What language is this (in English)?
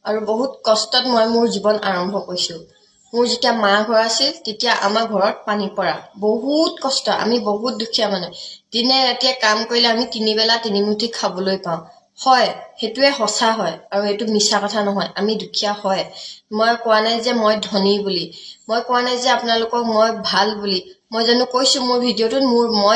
Assamese